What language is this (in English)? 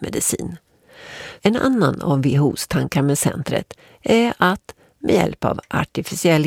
Swedish